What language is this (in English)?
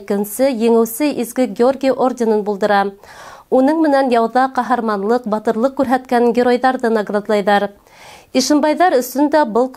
Bashkir